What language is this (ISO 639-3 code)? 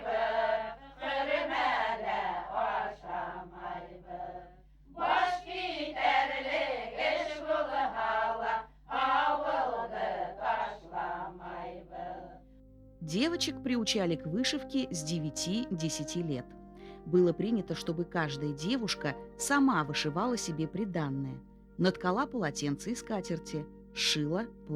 bak